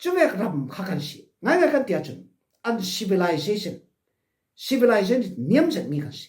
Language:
Falam Chin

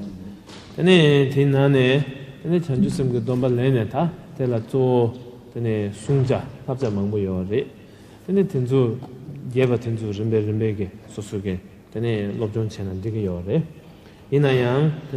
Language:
Tibetan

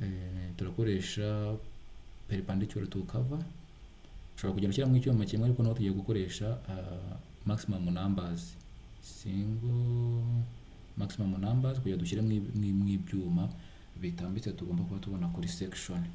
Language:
Kinyarwanda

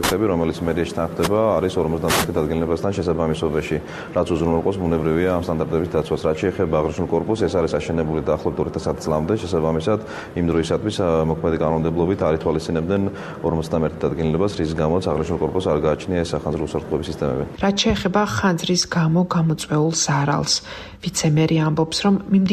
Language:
Georgian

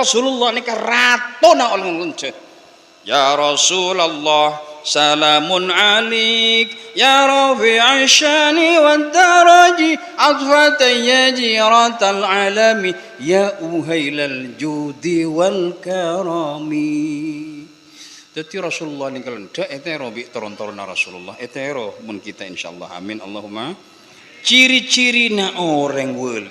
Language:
Madurese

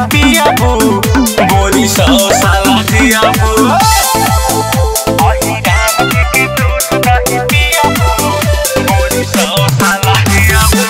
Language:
Bhojpuri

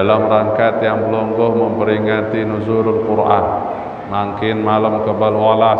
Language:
Sasak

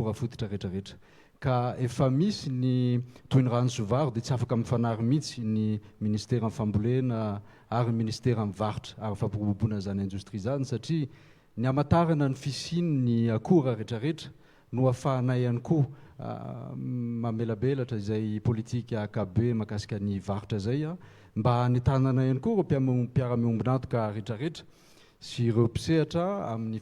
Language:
Malagasy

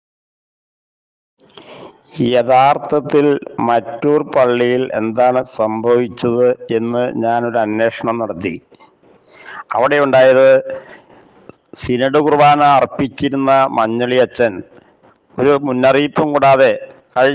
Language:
Malayalam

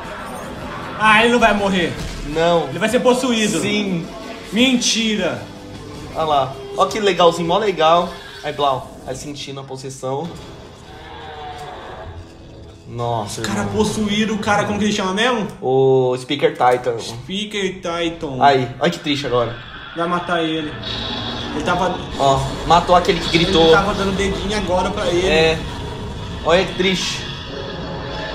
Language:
Portuguese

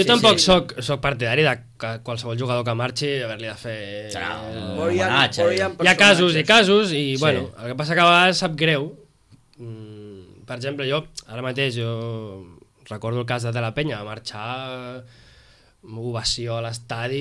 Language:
Catalan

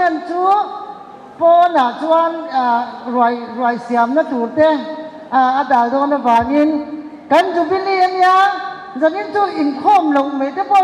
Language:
Mizo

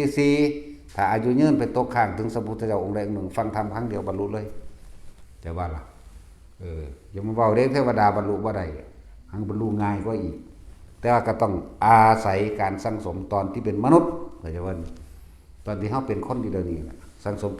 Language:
Northeastern Thai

